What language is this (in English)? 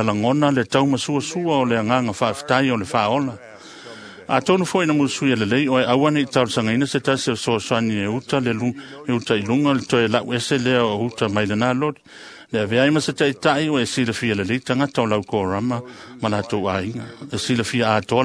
Samoan